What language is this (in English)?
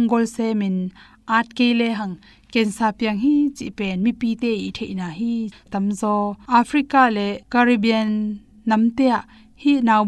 Tedim Chin